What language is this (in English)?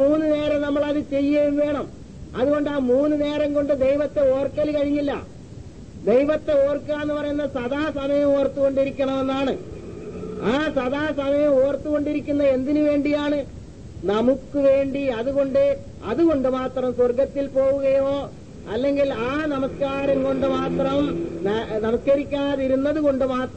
Malayalam